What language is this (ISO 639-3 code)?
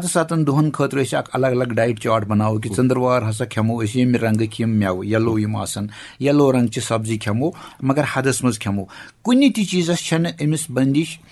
kas